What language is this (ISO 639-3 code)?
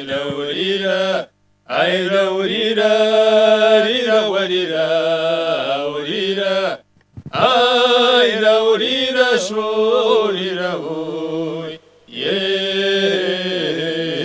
kbd